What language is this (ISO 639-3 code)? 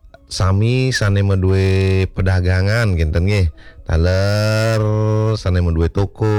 ban